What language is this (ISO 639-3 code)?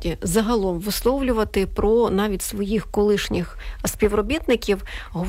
ukr